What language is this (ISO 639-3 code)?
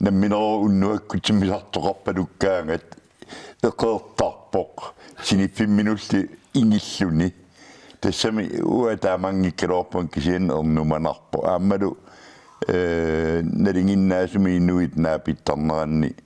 kal